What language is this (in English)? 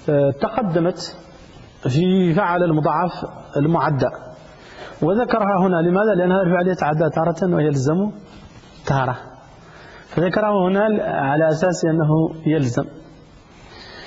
Arabic